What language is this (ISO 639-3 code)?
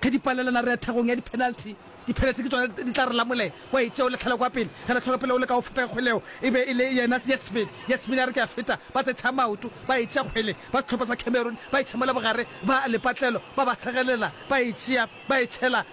nso